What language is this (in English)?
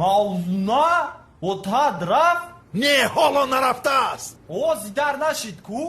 Tajik